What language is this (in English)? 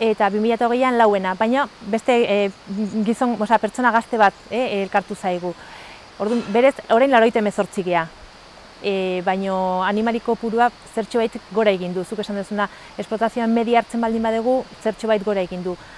Basque